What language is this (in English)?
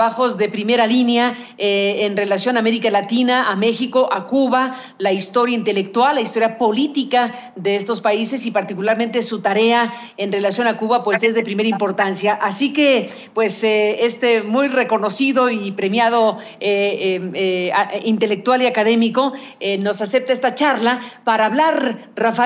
Spanish